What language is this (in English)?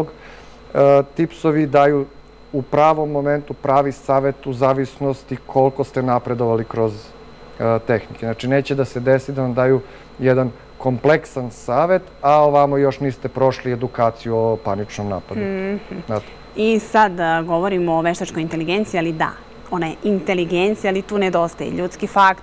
Serbian